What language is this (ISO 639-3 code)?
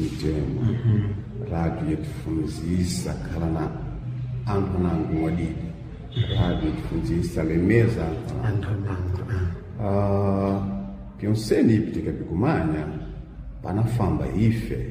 seh